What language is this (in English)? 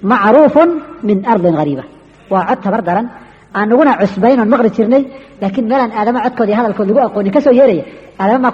Somali